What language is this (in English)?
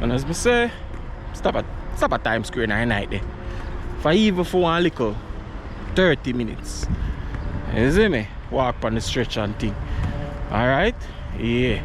Jamaican Creole English